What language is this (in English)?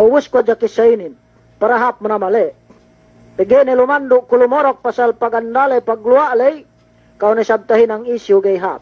Yakan